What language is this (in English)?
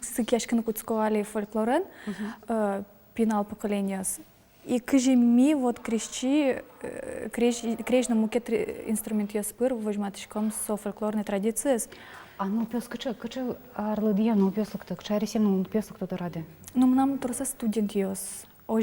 Udmurt